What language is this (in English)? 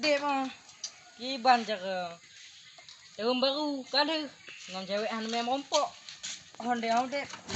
Achinese